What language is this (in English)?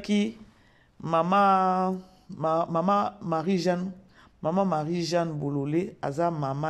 Lingala